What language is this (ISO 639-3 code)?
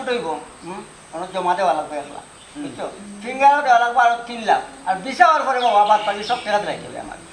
syl